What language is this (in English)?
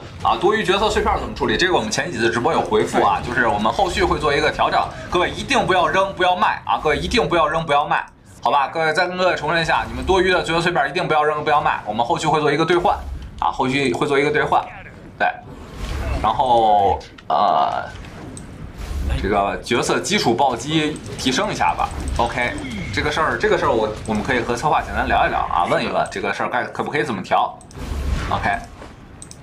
Chinese